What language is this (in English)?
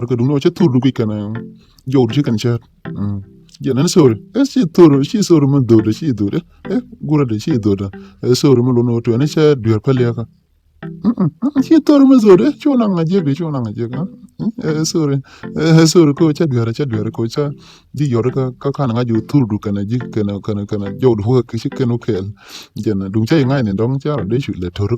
Nuer